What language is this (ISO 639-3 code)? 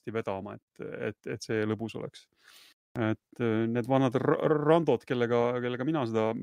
est